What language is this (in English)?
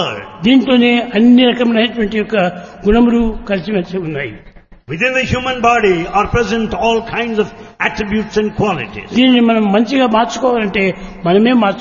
Telugu